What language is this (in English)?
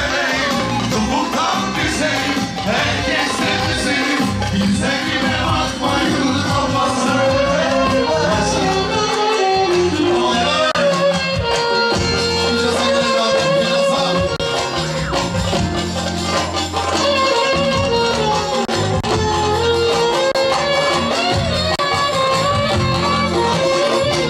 Turkish